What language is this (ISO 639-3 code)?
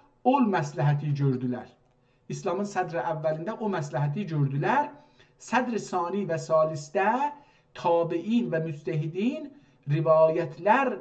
azb